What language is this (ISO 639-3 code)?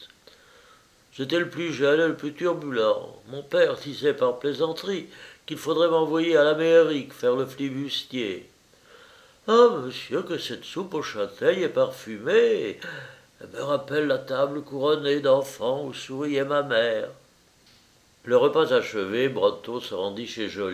fra